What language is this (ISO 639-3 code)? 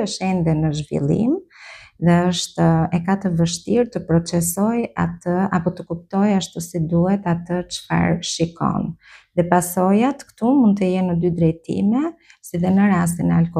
sqi